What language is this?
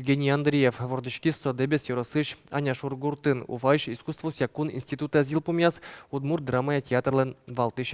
Udmurt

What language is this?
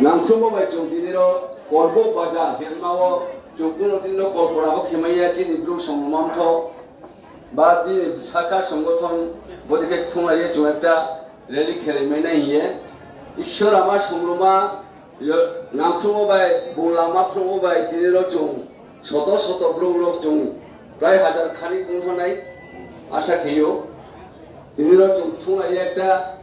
Riang (India)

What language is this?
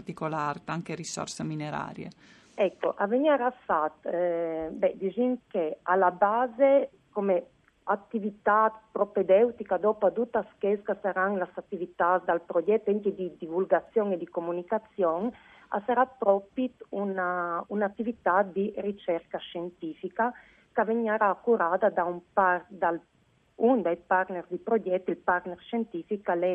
Friulian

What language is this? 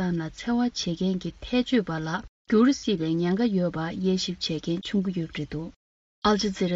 Tibetan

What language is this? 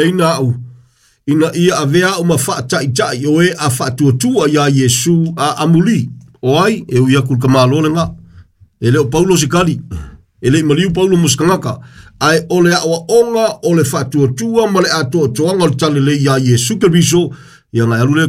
Samoan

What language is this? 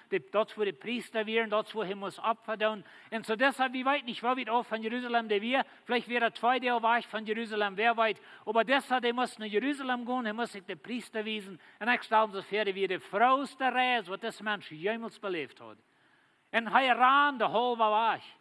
Plautdietsch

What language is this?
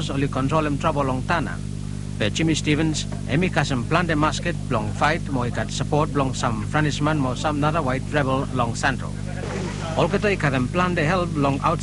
Bislama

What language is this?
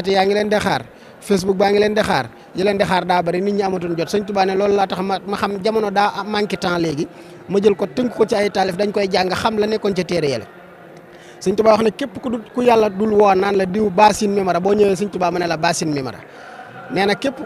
Wolof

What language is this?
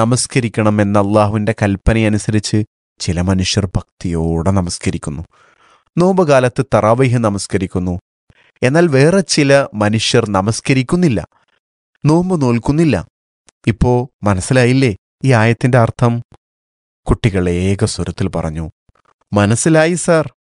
Malayalam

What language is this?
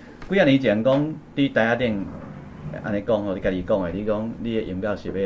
Min Nan Chinese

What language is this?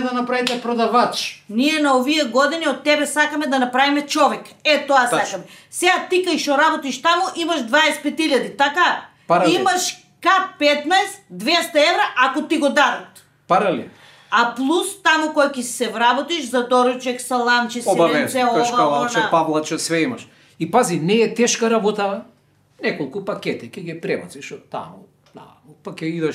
Macedonian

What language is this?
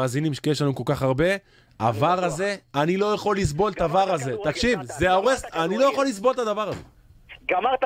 Hebrew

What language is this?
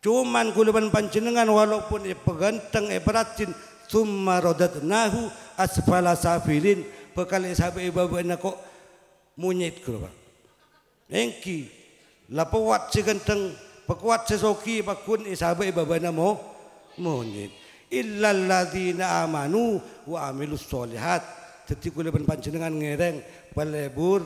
Madurese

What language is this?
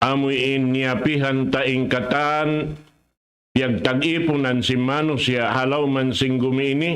Tausug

